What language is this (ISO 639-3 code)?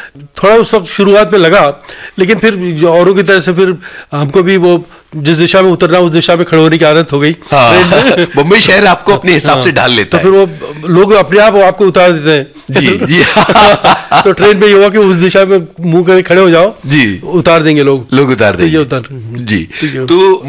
hin